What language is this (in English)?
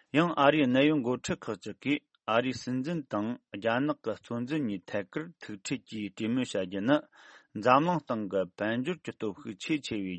Tibetan